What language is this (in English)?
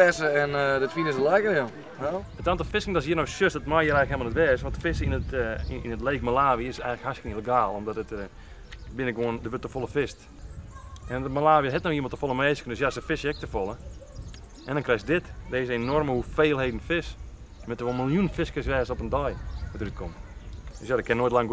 Western Frisian